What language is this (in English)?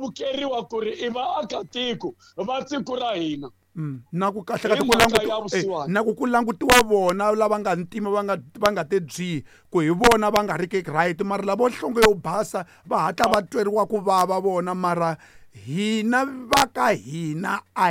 Tsonga